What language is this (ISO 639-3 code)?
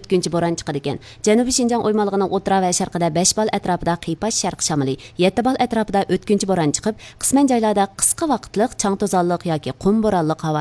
uig